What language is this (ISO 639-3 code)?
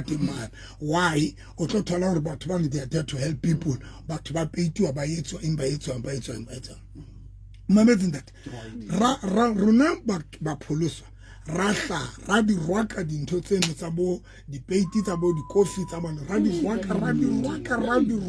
sot